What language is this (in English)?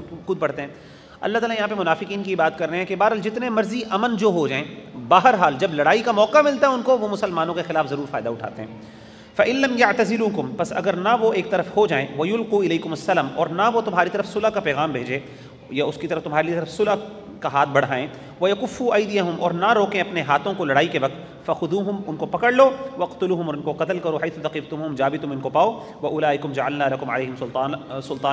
Urdu